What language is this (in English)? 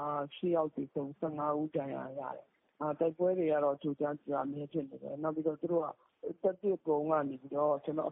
Burmese